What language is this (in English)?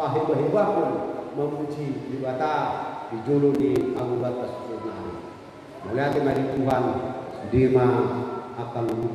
Batak Toba